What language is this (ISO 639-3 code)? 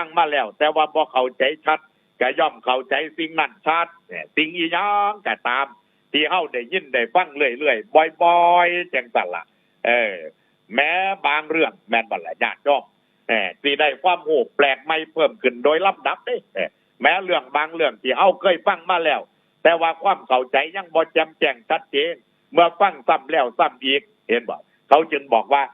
tts